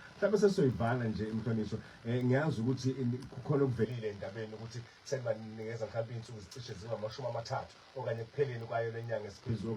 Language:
Zulu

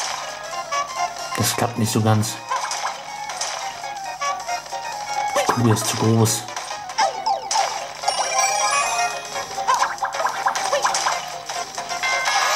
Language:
German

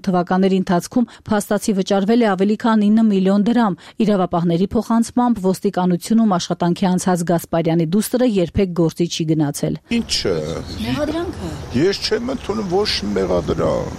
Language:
Armenian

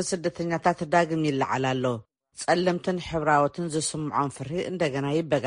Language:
Tigrinya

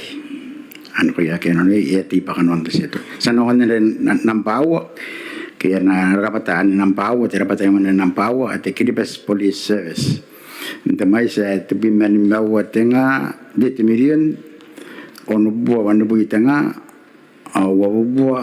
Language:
Gilbertese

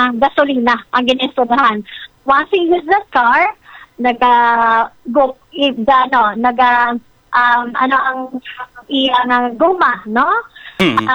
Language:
Filipino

